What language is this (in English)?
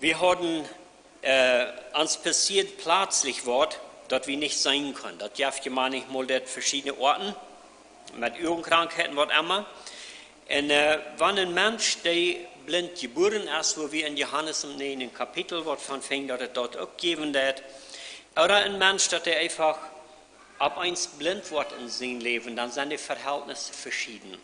Plautdietsch